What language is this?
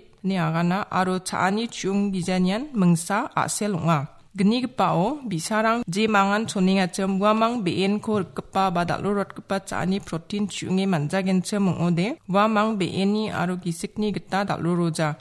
Garo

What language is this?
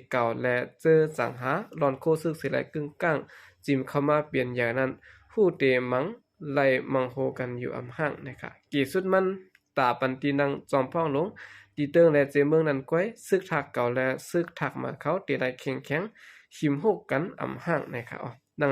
Shan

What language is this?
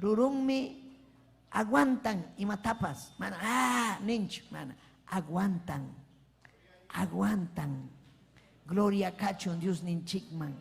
Ayacucho Quechua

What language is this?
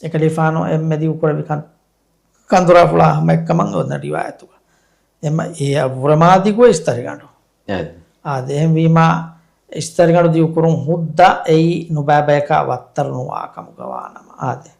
Divehi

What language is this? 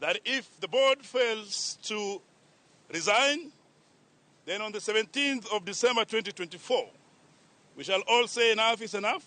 Luo (Kenya and Tanzania)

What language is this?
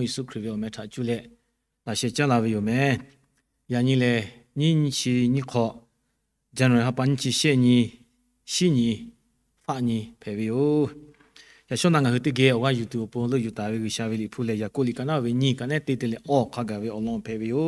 Lahu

